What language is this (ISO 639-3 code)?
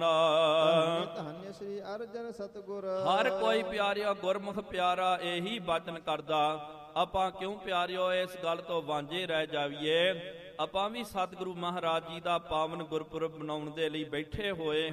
pan